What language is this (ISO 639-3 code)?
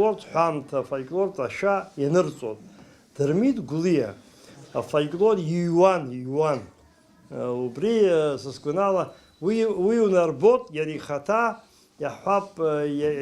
abk